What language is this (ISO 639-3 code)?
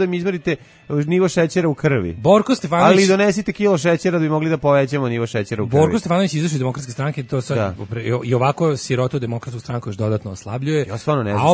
srp